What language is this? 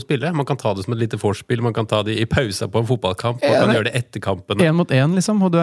Norwegian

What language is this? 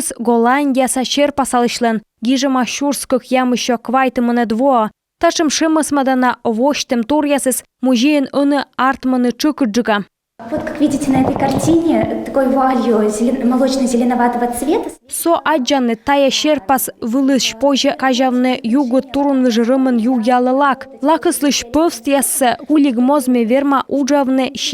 Komi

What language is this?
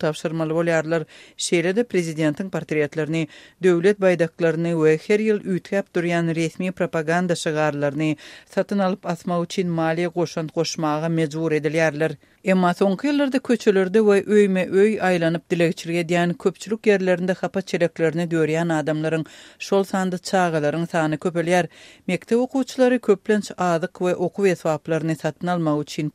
Turkmen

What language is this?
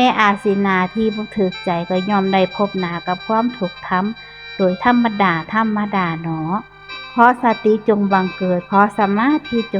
Northeastern Thai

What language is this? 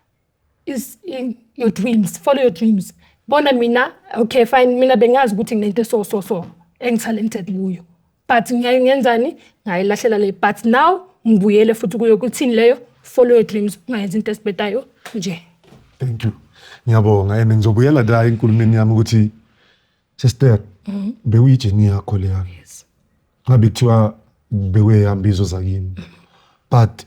Zulu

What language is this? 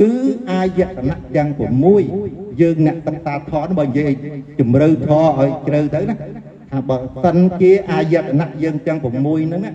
Khmer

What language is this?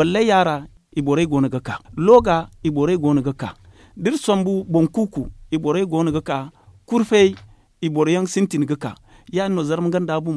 Zarma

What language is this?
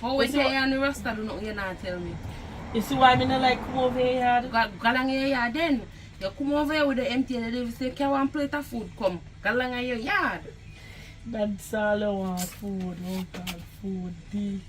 Jamaican Creole English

